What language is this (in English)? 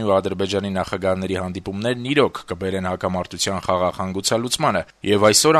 Armenian